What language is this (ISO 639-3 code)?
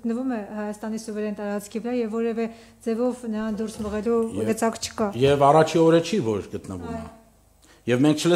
hye